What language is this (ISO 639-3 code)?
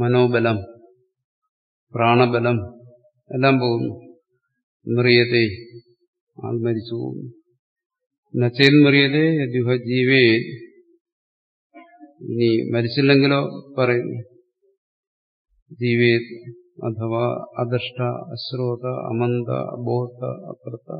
mal